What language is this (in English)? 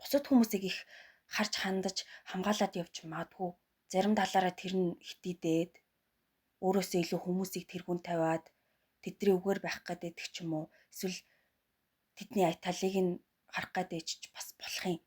Mongolian